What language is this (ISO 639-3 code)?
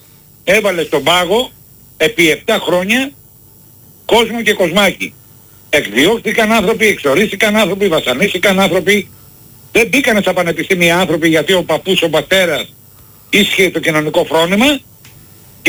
ell